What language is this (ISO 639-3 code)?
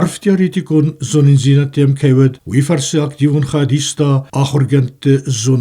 oss